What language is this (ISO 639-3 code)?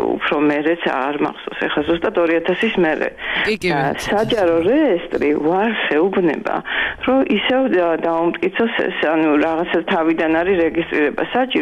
kat